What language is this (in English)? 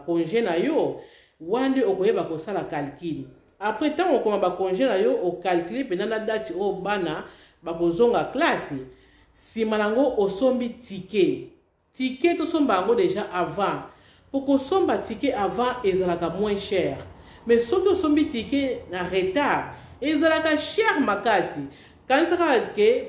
Lingala